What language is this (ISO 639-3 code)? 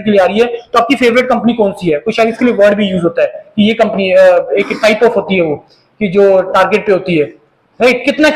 hin